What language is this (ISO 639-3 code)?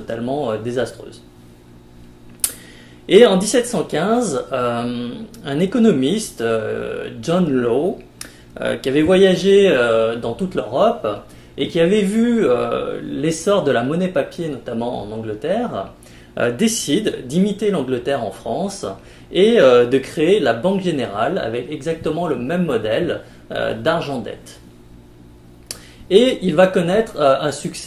fra